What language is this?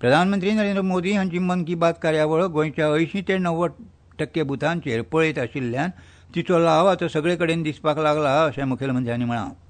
Konkani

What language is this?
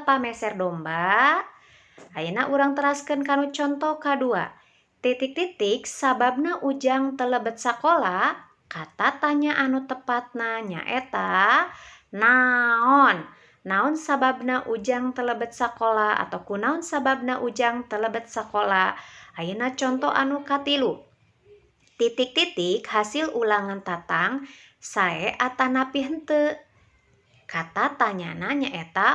Sundanese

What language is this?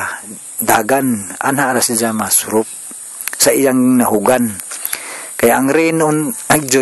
Cebuano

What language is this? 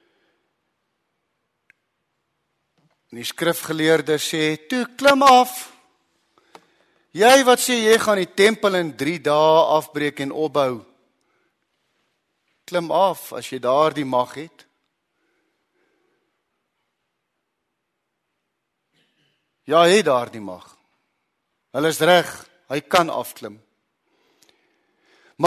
Afrikaans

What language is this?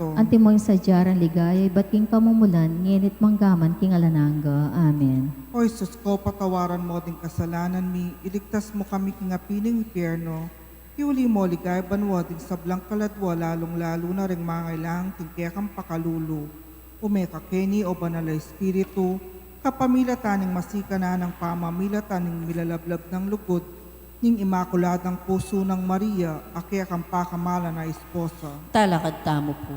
Pampanga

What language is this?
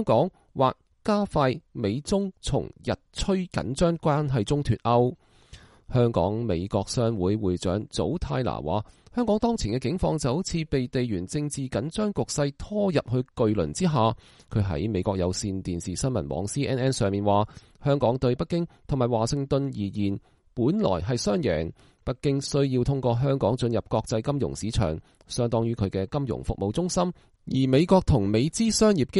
Cantonese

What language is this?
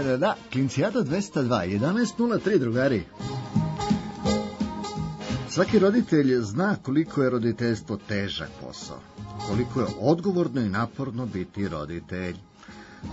Serbian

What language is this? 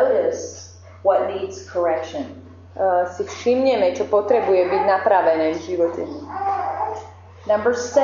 Slovak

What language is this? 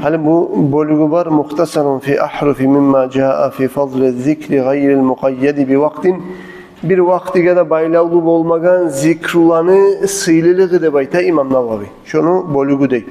Kumyk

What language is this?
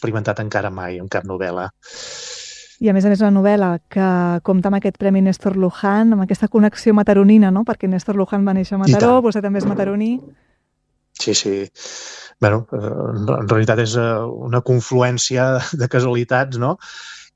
Catalan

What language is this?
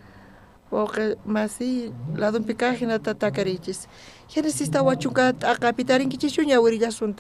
South Bolivian Quechua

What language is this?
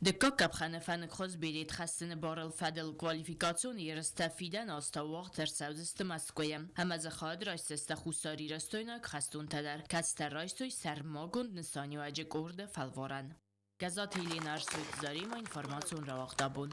Ossetic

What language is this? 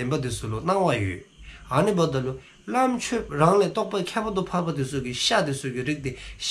Dzongkha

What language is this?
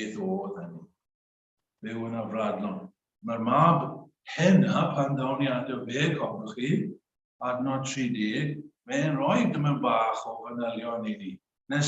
Welsh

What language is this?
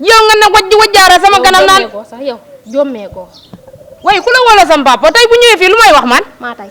Wolof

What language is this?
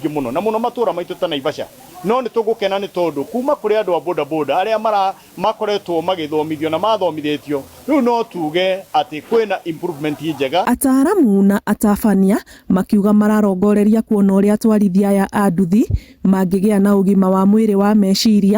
Kikuyu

